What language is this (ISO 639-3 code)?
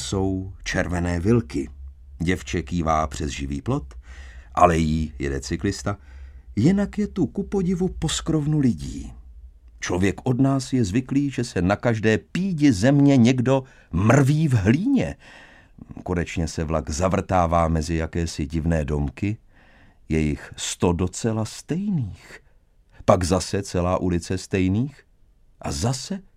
ces